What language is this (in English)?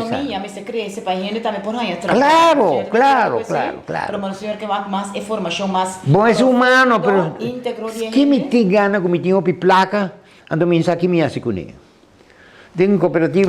Papiamento